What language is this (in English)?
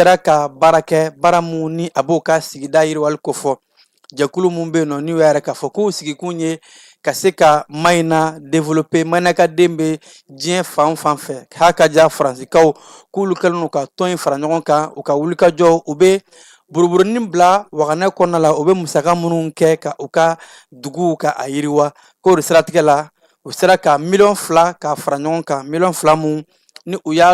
Bambara